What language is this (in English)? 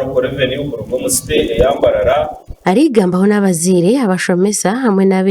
Nyankole